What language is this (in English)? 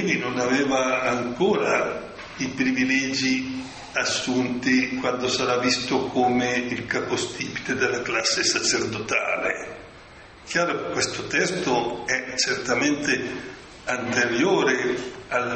Italian